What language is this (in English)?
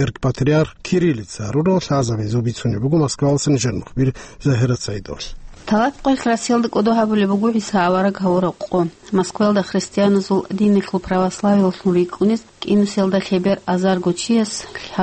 Avaric